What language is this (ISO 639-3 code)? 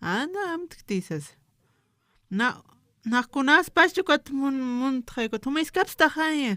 aym